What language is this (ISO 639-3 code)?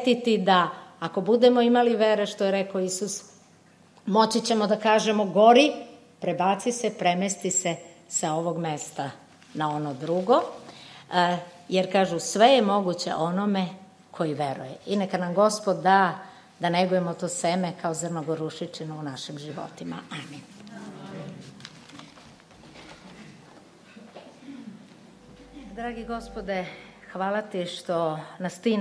srp